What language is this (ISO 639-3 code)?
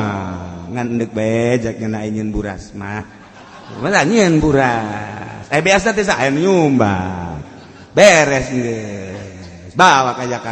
sun